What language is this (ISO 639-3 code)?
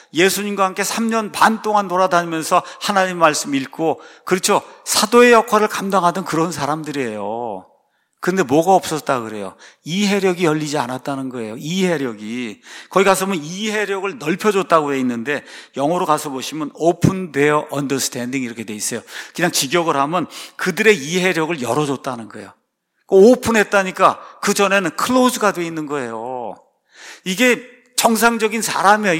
kor